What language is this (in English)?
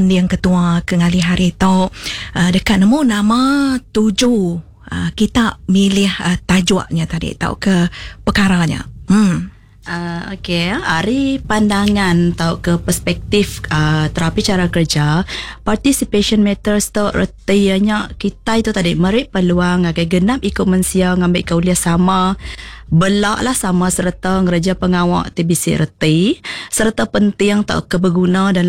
Iban